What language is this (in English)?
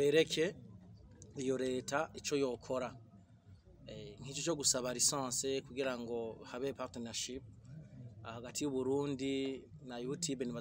Rundi